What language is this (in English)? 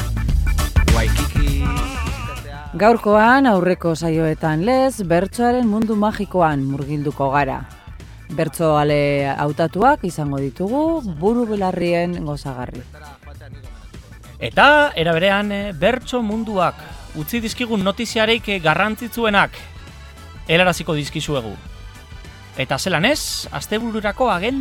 Basque